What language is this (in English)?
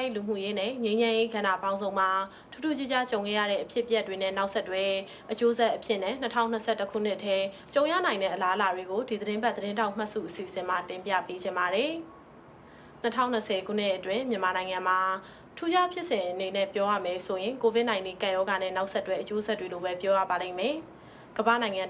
Burmese